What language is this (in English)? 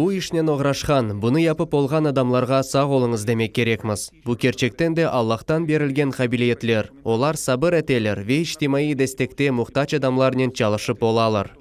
Crimean Tatar